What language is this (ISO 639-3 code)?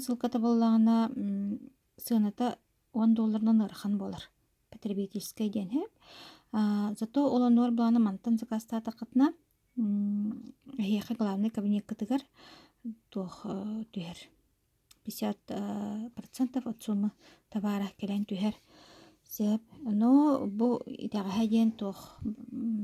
sah